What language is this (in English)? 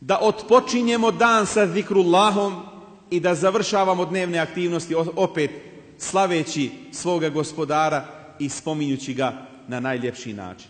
Bosnian